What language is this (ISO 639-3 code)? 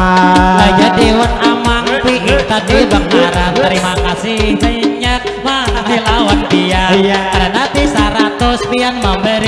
bjn